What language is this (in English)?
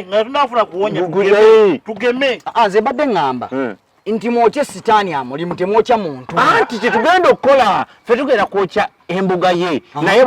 Ganda